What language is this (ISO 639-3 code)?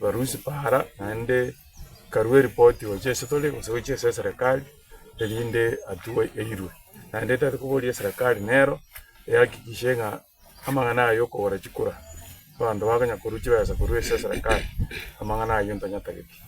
guz